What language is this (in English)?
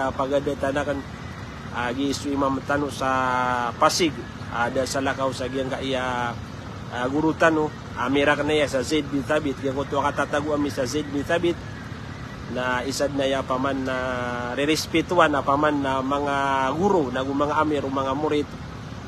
Maranao